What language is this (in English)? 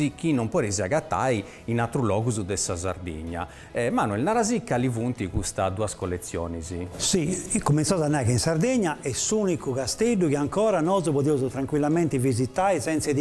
Sardinian